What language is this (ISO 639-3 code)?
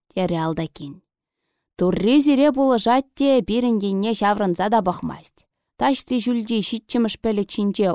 chv